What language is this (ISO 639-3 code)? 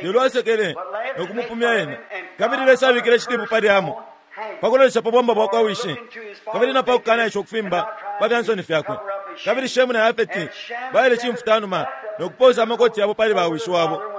bem